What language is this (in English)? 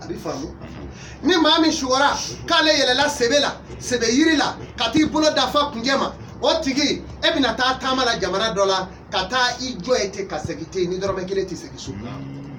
Bambara